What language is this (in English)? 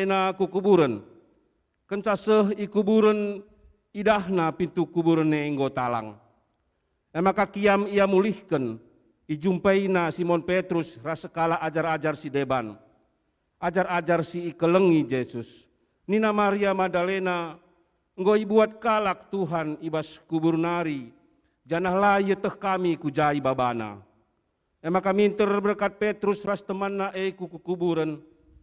Batak Karo